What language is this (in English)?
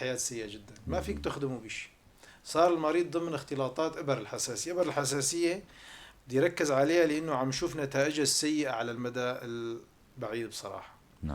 North Levantine Arabic